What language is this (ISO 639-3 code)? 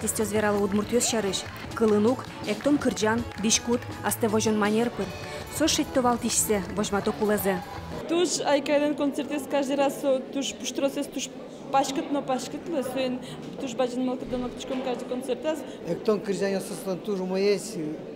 udm